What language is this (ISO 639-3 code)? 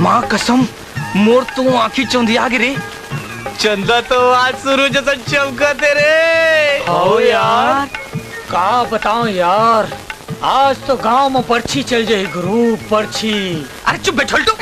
hne